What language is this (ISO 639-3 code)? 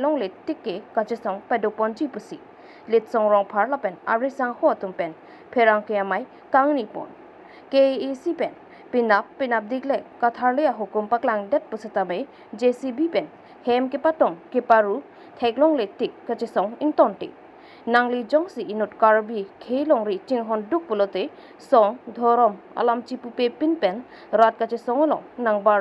mjw